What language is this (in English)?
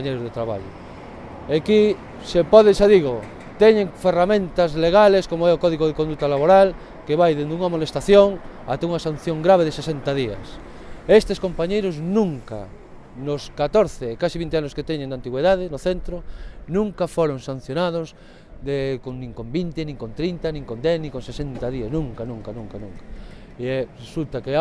Galician